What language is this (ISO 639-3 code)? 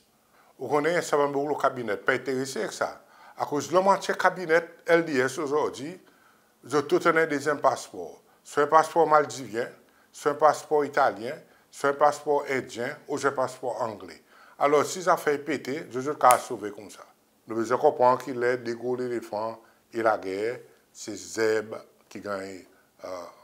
crs